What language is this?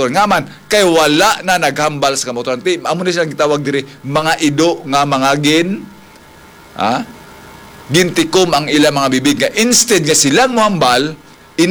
Hiligaynon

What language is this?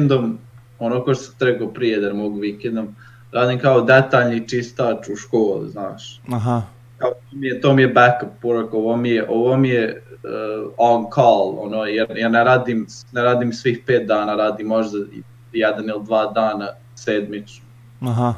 Serbian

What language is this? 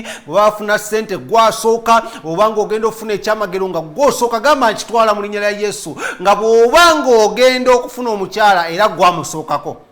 Ganda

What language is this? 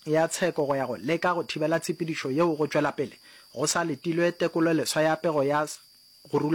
Northern Sotho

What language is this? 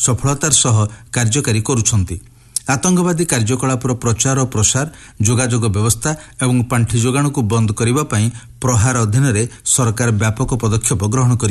Odia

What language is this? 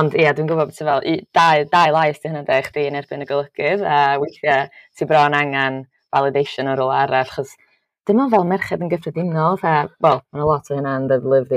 Welsh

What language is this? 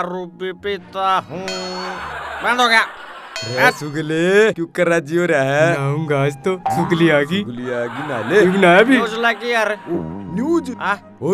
Haryanvi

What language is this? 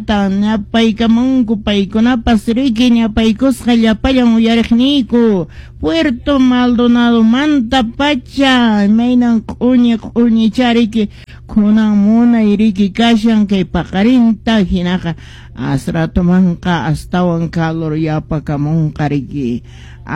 Quechua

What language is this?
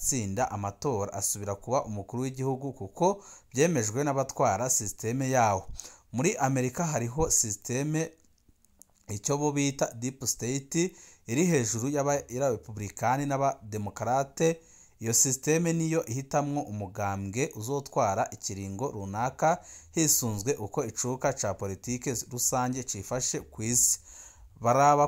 Rundi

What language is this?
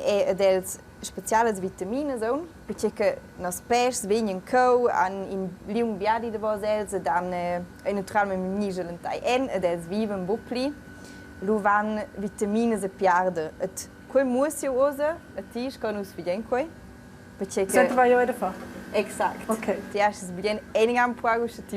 Romansh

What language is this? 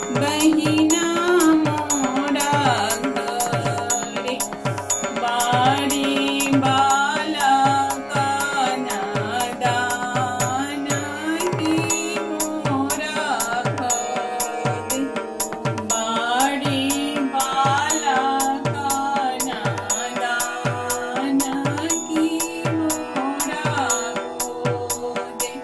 Bhojpuri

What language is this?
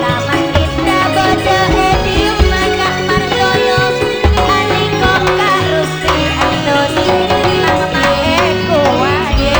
Madurese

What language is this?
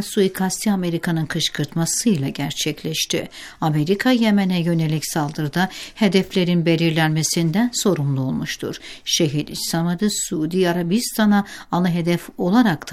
Turkish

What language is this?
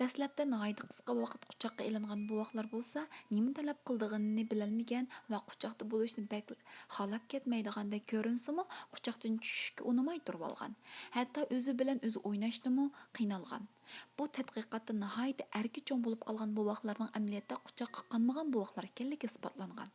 Uyghur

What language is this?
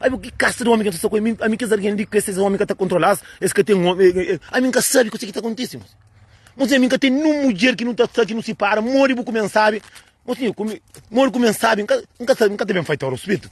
Kabuverdianu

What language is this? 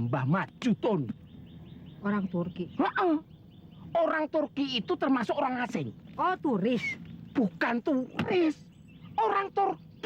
Betawi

